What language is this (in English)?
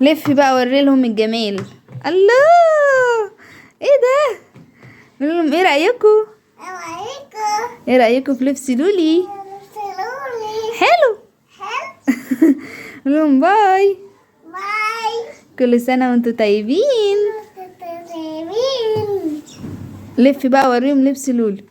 Egyptian Arabic